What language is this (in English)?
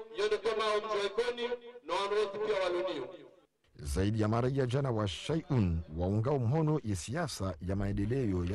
Swahili